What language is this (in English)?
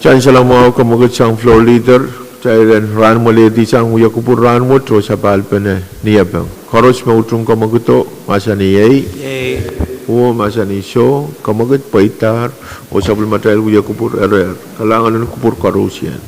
Pohnpeian